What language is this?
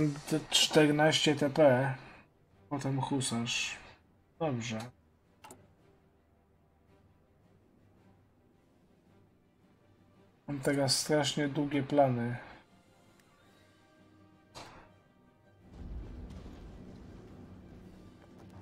Polish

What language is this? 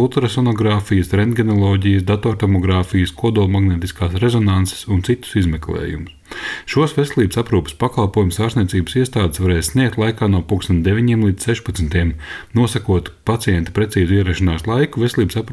Latvian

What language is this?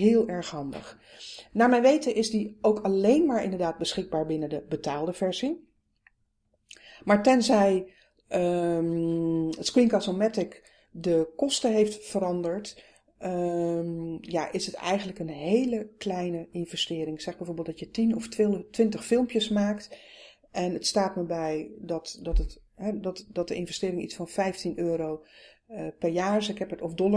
Dutch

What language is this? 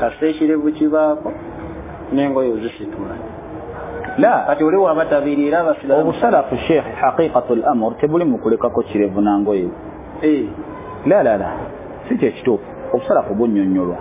Ganda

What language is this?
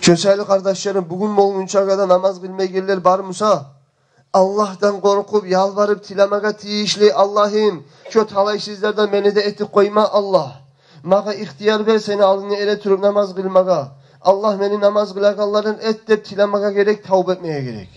Kumyk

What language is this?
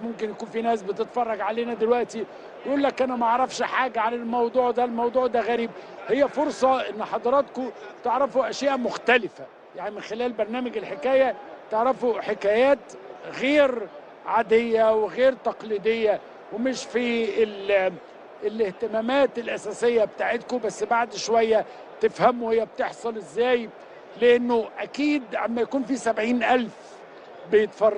Egyptian Arabic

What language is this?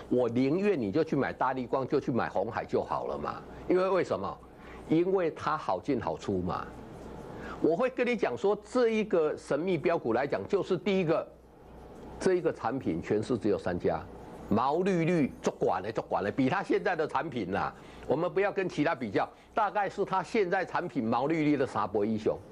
Chinese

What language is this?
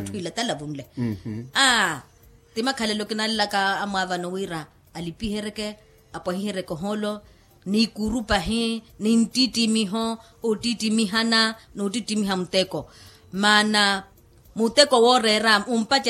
Makhuwa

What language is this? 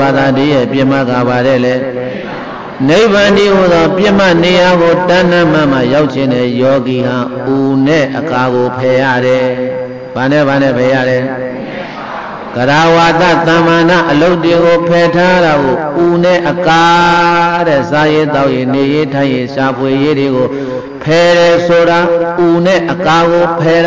Burmese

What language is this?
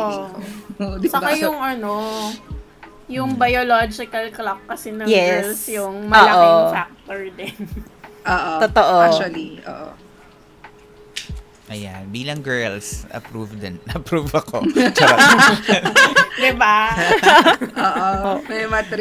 Filipino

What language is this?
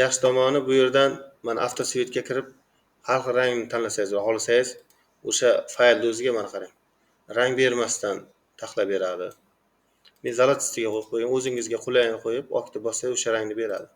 Uzbek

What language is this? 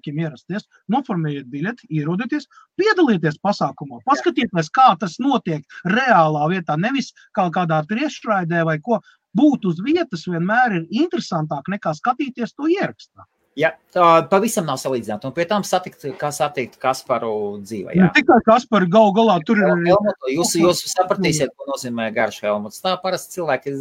Latvian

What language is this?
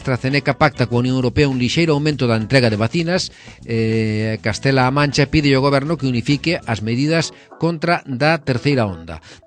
Galician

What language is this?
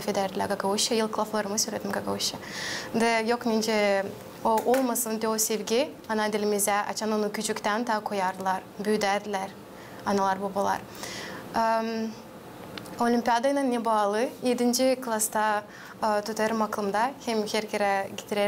Gagauz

